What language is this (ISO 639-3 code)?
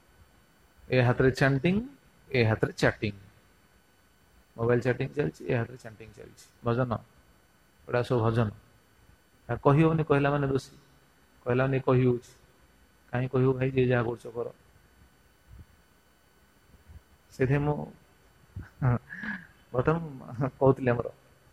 ori